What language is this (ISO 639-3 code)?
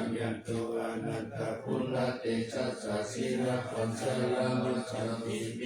pli